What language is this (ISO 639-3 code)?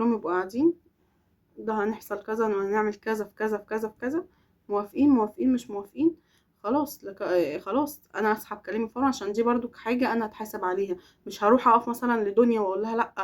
arz